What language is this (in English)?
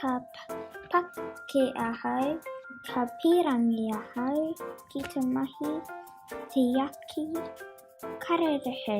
Māori